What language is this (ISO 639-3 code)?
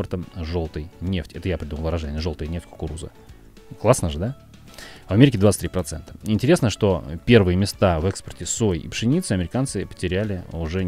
rus